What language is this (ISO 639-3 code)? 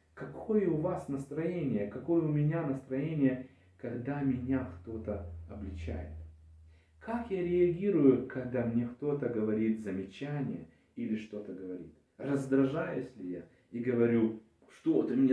rus